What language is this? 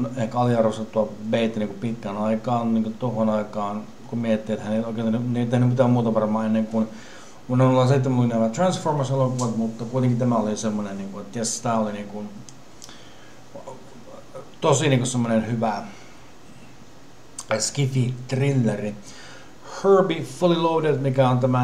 Finnish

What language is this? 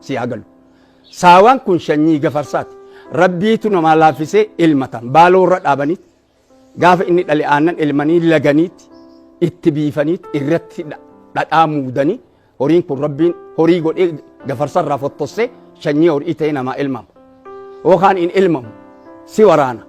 Oromo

